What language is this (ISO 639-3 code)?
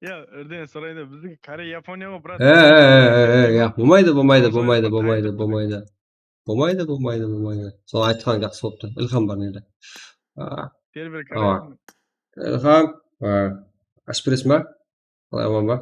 kaa